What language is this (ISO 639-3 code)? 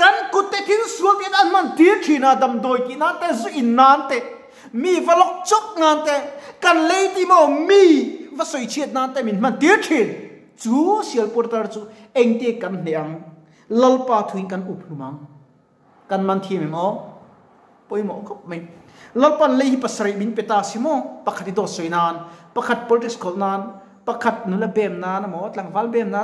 lus